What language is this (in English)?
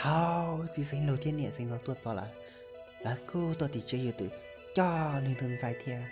Hmong